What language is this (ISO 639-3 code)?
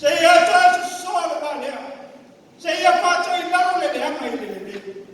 smo